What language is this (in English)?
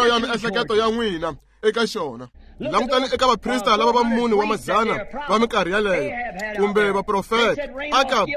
Tsonga